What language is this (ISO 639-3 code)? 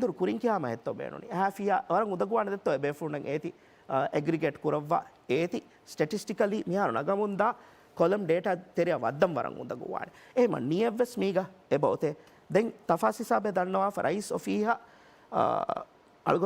div